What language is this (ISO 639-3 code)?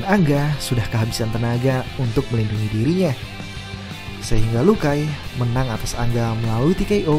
ind